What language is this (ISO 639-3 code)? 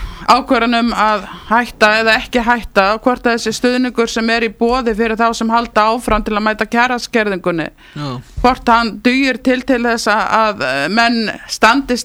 isl